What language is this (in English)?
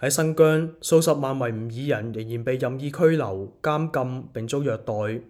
Cantonese